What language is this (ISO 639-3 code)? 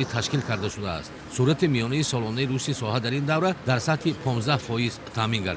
tgk